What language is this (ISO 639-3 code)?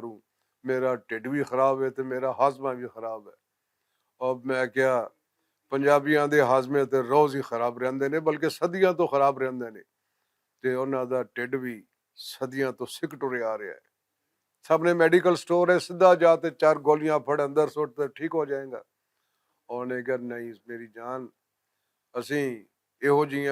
lah